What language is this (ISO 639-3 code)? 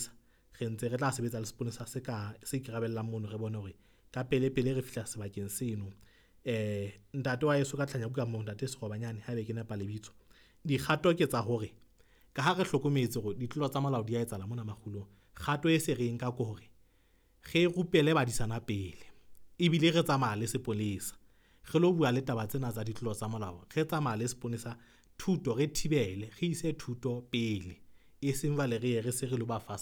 sot